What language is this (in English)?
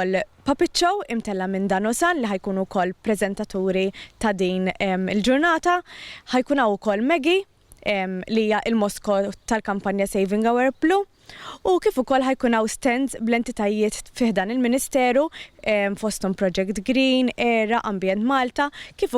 Maltese